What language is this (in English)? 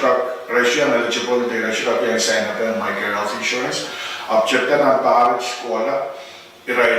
Pohnpeian